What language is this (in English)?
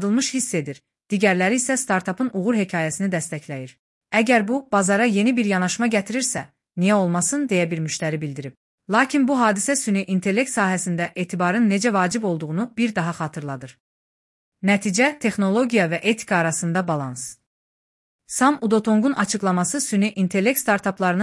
Azerbaijani